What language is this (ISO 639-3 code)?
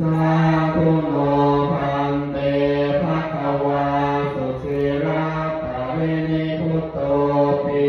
pli